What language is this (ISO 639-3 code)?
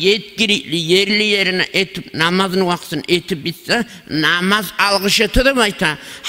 kum